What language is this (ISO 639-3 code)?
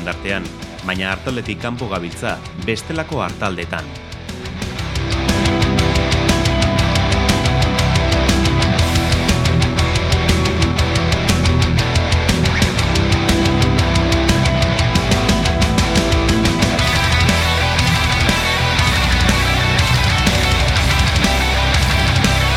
eus